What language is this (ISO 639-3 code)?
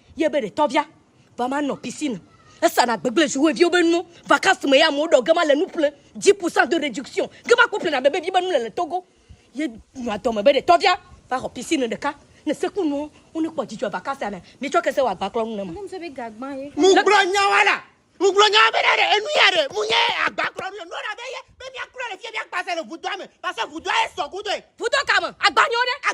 ewe